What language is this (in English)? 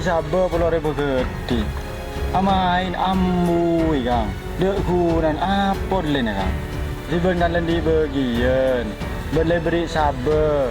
Madurese